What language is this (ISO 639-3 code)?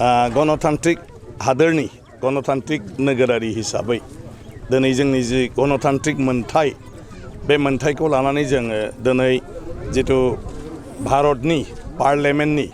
brx